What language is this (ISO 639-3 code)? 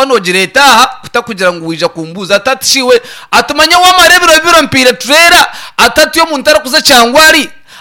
nyn